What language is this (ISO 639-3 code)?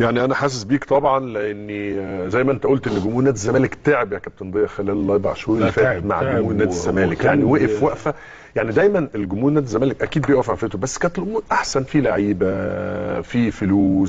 arz